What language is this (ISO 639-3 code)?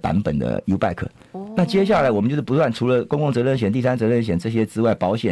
zho